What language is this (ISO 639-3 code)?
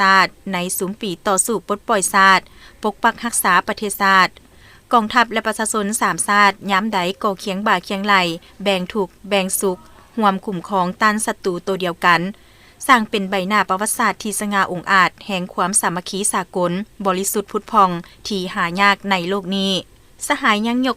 lao